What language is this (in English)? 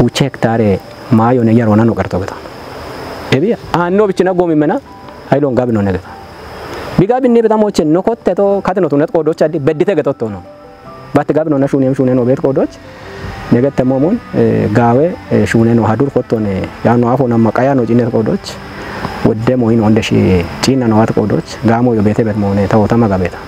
Kafa